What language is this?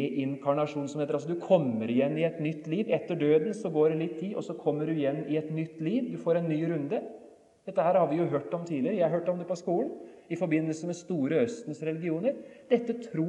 Norwegian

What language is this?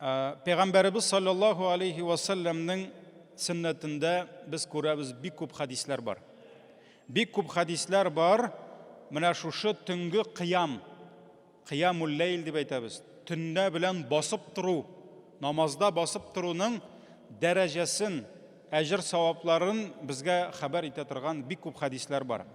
Tatar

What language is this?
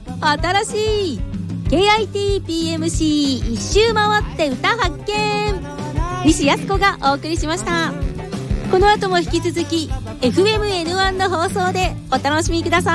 Japanese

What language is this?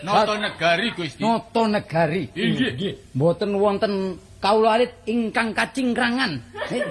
Javanese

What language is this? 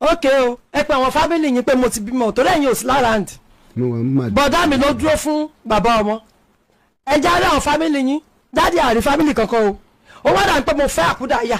Yoruba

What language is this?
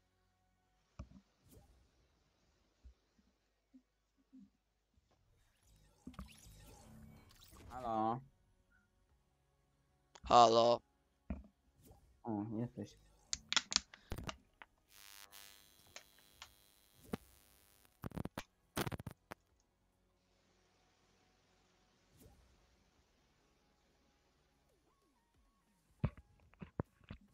Polish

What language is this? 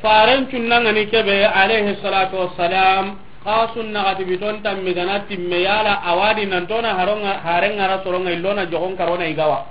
Soninke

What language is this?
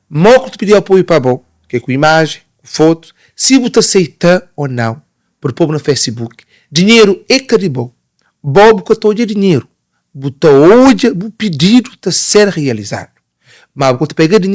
Kabuverdianu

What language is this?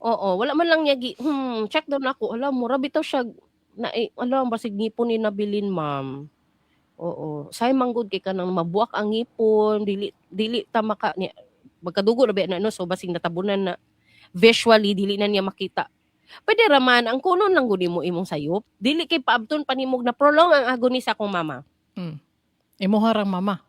Cebuano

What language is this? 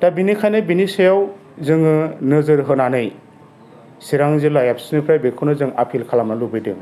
Bodo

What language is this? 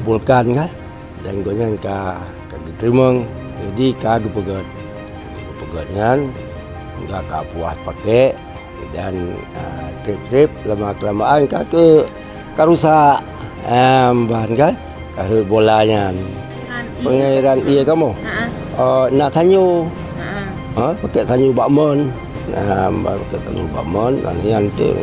Achinese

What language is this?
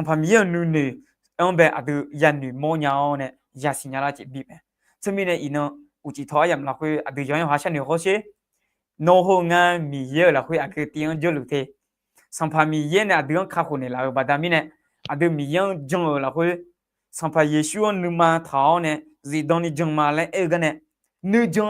Akha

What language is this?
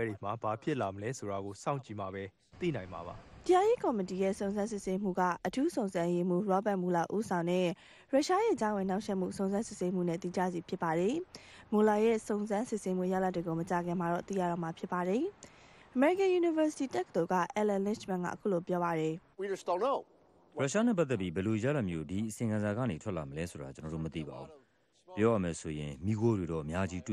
Burmese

